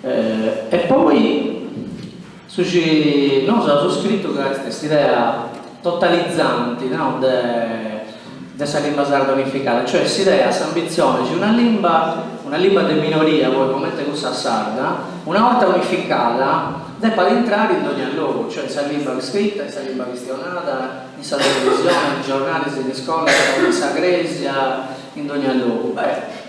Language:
Sardinian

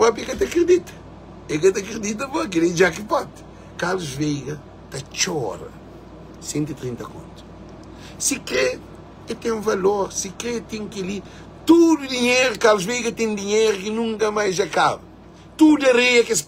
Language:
Kabuverdianu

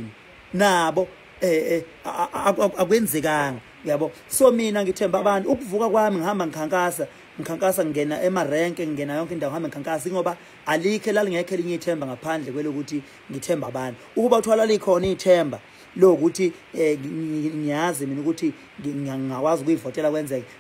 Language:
Zulu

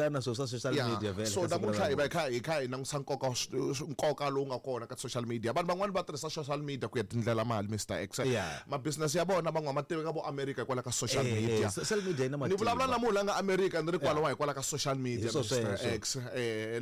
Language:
Tsonga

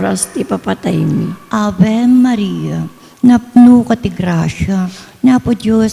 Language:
Iloko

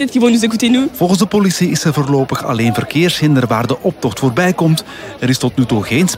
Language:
Dutch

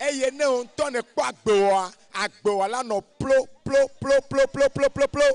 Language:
Ewe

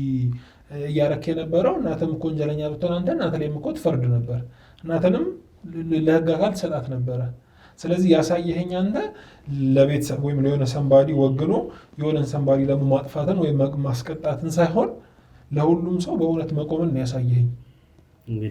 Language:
Amharic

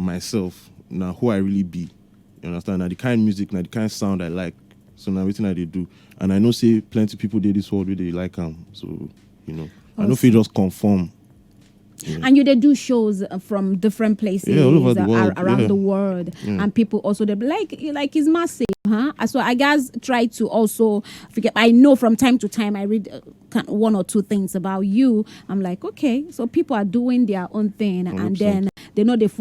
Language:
Nigerian Pidgin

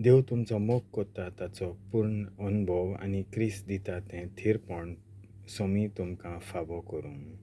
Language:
Konkani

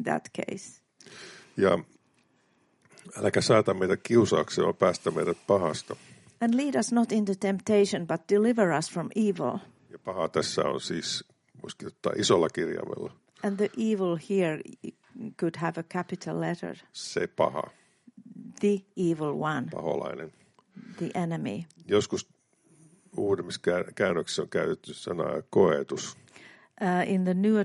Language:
Finnish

